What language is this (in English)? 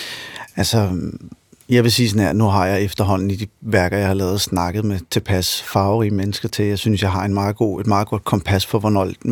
Danish